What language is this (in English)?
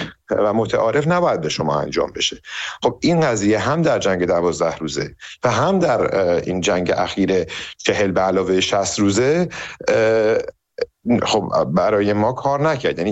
Persian